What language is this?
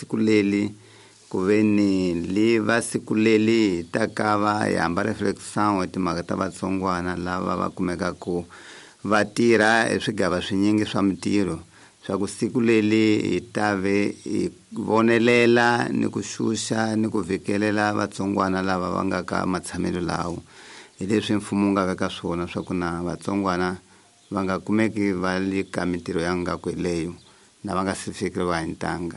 Tsonga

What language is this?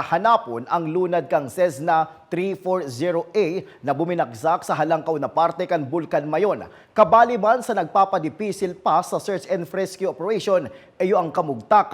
Bikol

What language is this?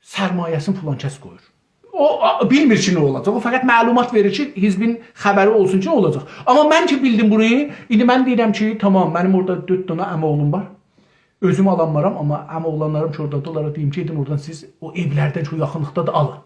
South Azerbaijani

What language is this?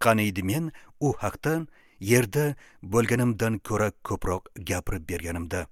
Uzbek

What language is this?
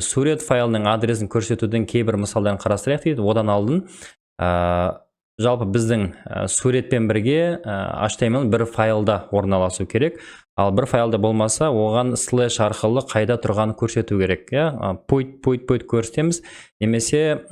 Kazakh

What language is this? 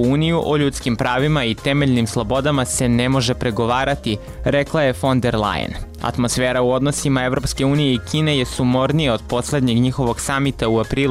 Serbian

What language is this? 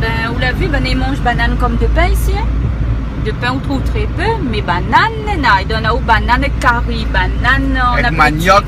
Réunion Creole French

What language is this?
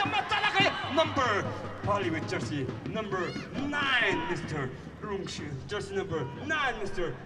Tangkhul Naga (India)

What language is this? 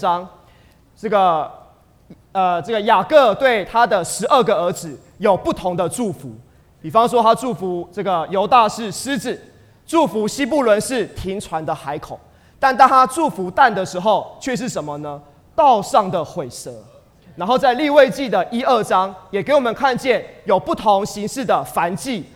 Chinese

